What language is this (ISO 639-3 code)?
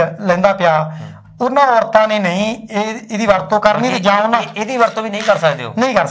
pan